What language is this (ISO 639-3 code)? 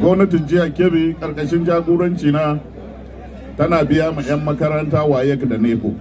hau